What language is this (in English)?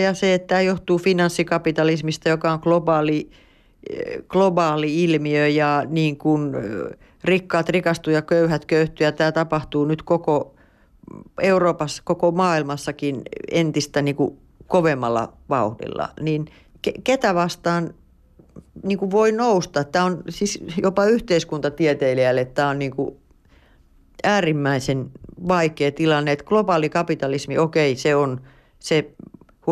Finnish